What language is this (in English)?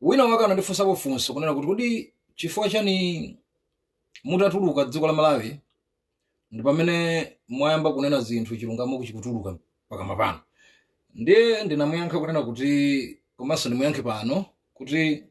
Nyanja